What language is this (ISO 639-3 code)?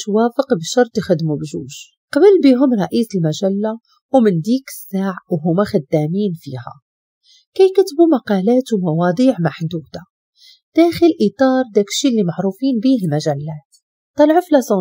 ary